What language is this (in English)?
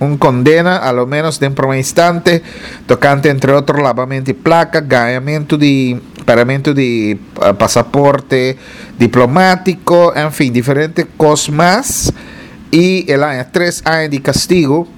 Papiamento